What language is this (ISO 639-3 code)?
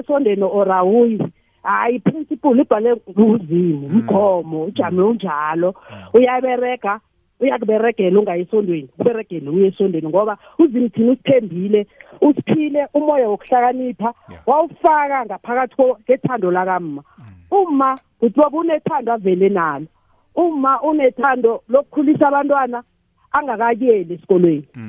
nbl